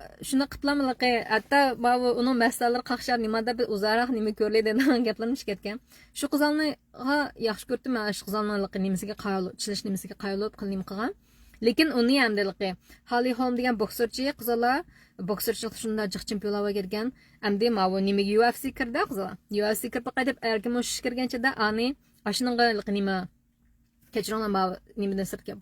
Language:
Uyghur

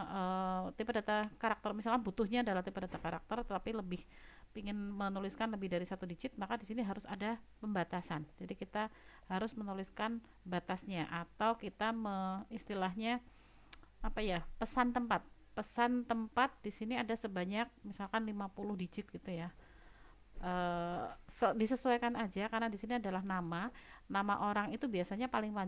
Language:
Indonesian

